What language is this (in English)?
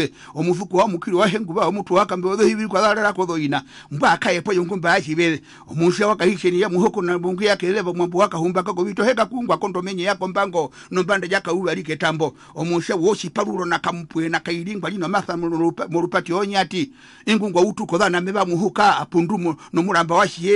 Herero